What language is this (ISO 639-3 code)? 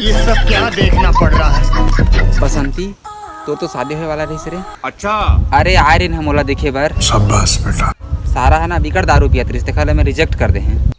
hne